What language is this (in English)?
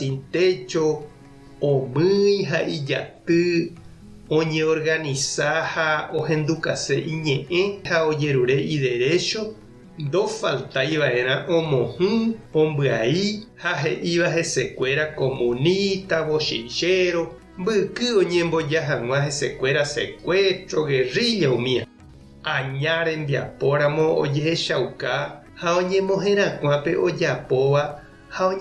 Guarani